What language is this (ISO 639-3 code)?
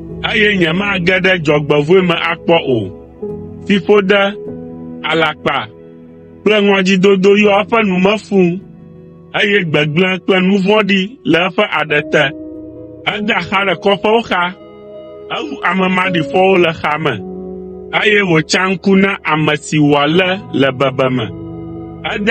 ewe